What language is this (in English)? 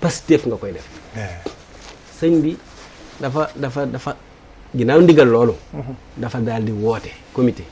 Wolof